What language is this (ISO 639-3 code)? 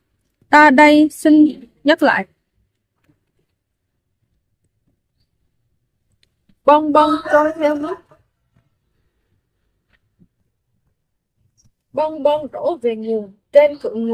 vie